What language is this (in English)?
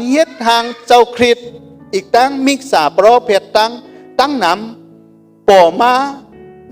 Shan